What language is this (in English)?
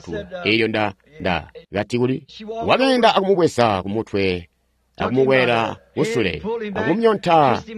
Tonga (Zambia)